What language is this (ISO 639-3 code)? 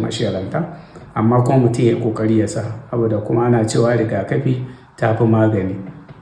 hau